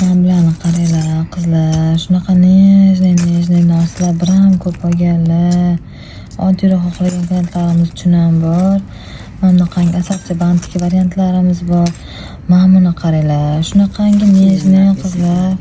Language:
Uzbek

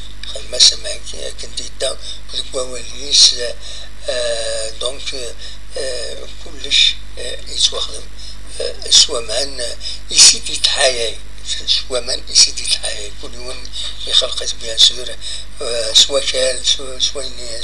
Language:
Kabyle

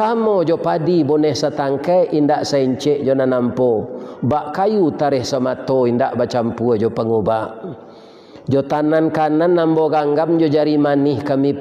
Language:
Minangkabau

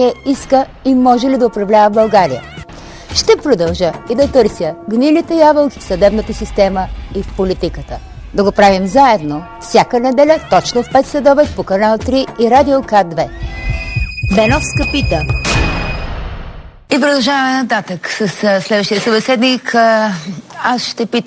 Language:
Bulgarian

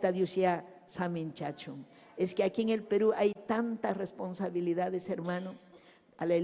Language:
Ayacucho Quechua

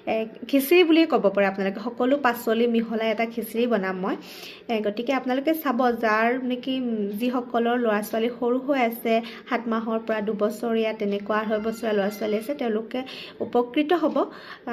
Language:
Assamese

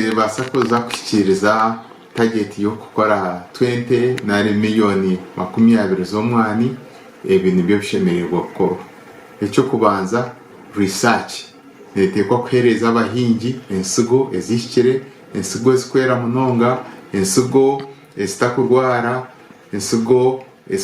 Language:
Nyankole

